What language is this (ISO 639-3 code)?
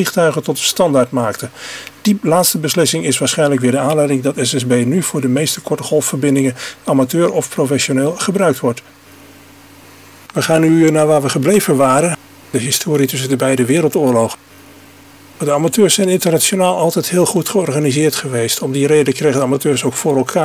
nld